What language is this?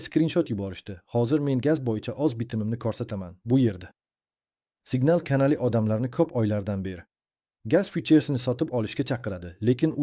Uzbek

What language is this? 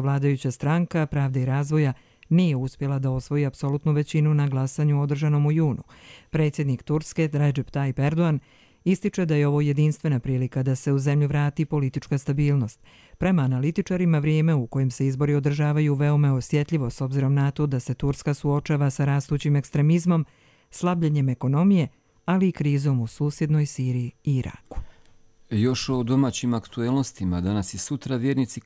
Croatian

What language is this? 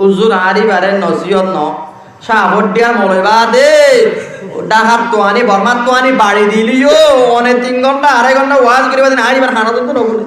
Rohingya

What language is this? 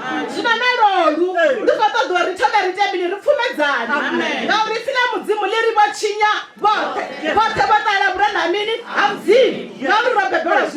Venda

